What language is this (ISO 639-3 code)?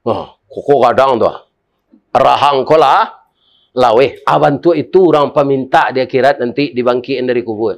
min